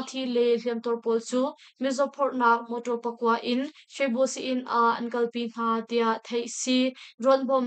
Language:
Hakha Chin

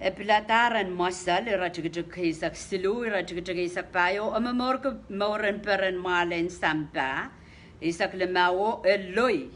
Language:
Pohnpeian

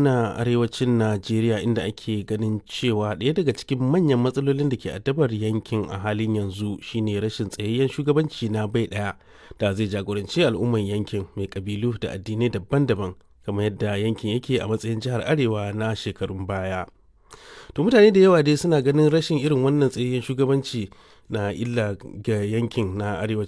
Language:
Hausa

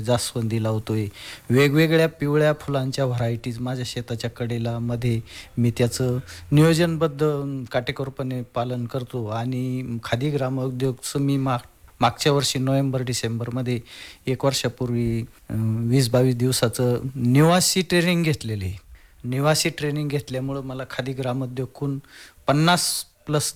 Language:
Marathi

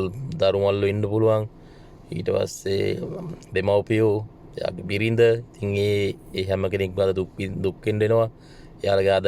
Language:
Sinhala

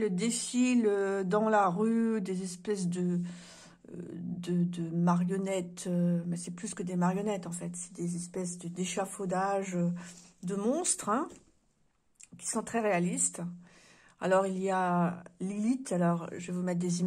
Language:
French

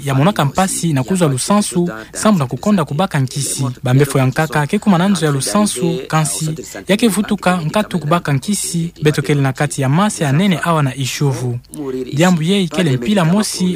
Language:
Kituba (Democratic Republic of Congo)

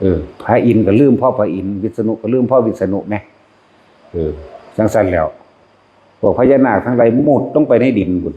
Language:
Northeastern Thai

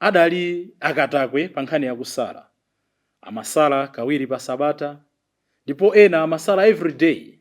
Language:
Nyanja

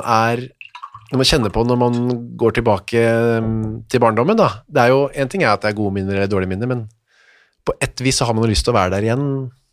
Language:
Norwegian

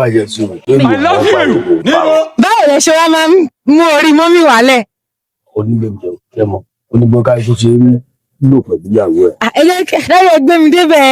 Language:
Yoruba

